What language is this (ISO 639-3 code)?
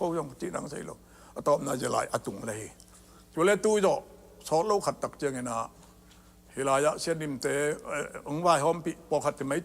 ctd